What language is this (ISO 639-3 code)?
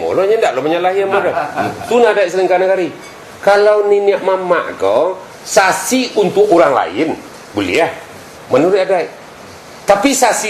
min